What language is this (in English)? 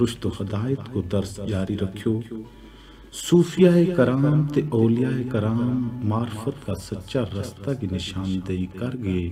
Gujari